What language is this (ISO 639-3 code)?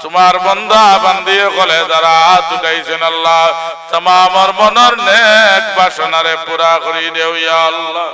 syl